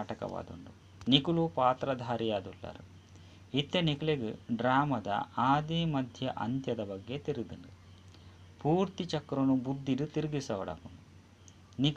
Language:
Tulu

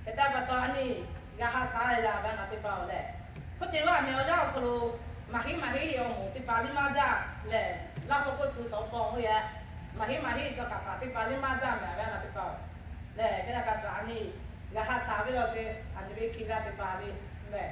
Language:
Lahu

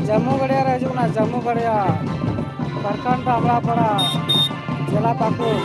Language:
Santali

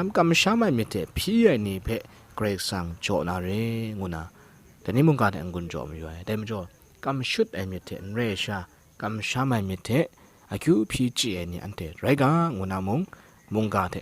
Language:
Kachin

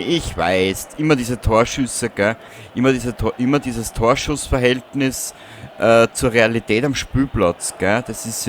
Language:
Bavarian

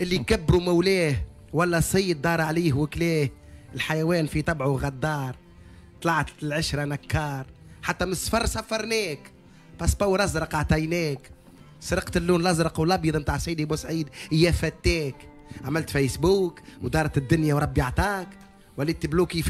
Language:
Tunisian Arabic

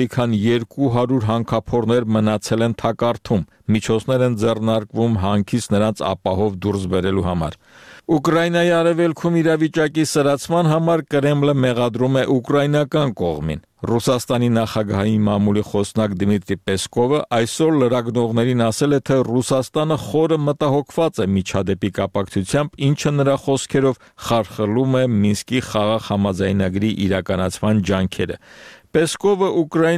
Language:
Armenian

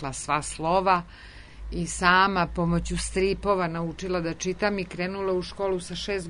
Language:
Serbian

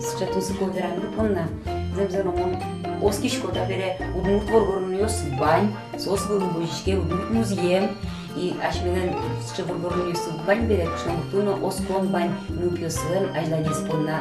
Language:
Udmurt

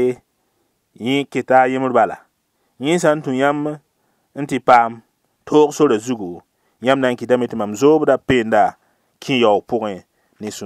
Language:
Mossi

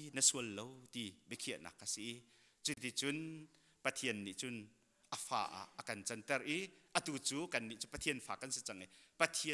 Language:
Hakha Chin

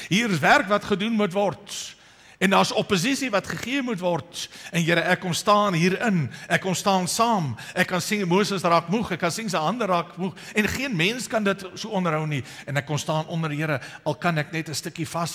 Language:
Afrikaans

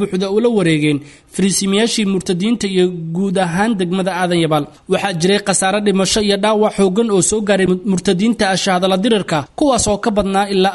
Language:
Somali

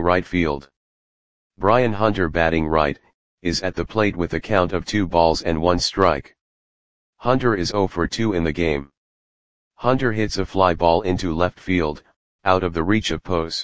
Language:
English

